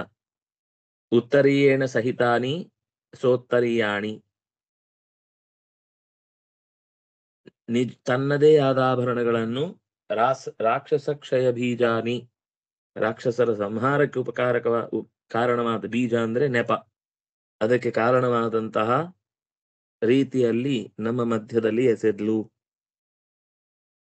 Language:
Kannada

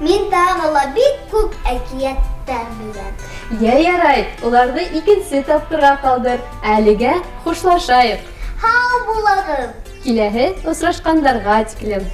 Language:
Bashkir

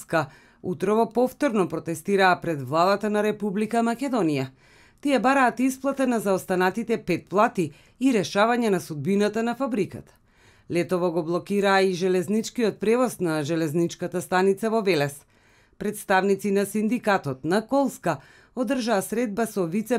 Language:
Macedonian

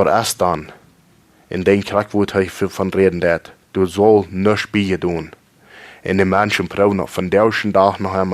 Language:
Plautdietsch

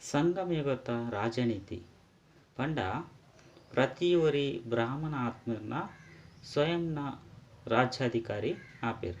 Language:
Tulu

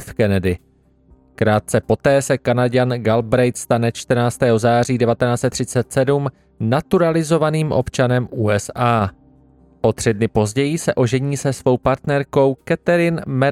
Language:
Czech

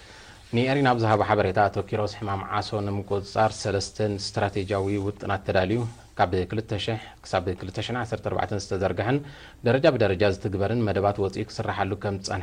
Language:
Tigrinya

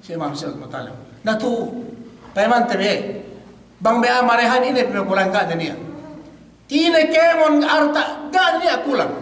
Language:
Yakan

